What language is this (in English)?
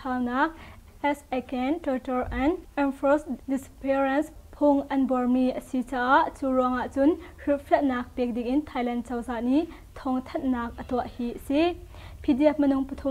Hakha Chin